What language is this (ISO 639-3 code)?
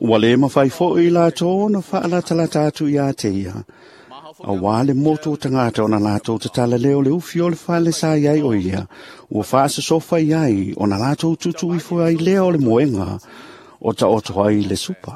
smo